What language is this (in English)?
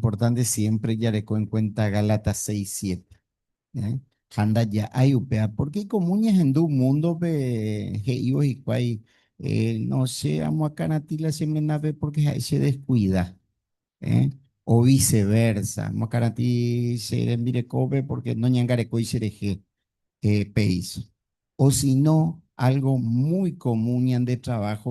Guarani